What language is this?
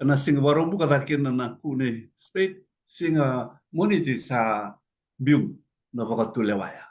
Fijian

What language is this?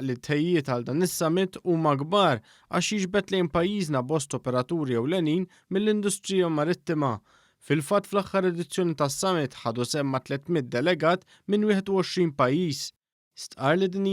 Maltese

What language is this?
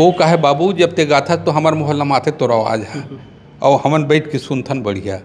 Chhattisgarhi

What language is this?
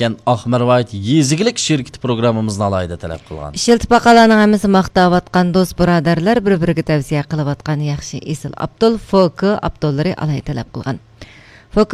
Uyghur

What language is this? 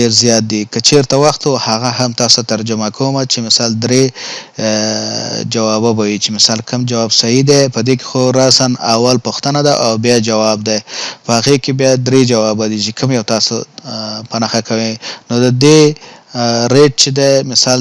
Pashto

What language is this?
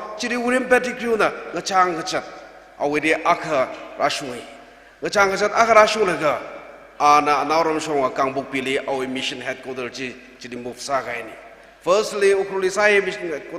Tangkhul Naga (India)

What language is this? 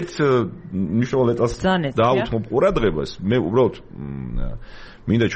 Georgian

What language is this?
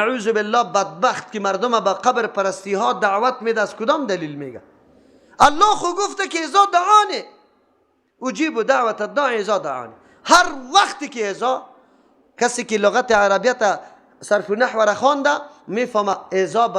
Persian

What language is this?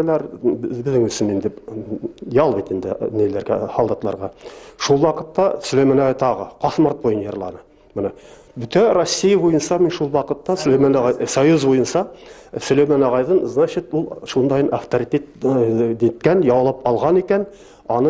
Bashkir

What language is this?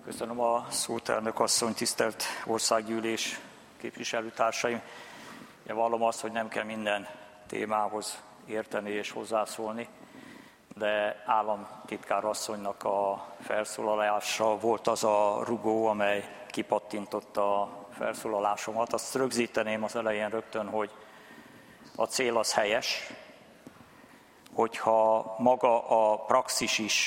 Hungarian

